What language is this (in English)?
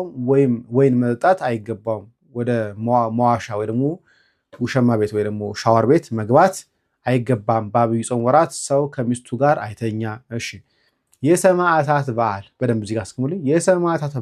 Amharic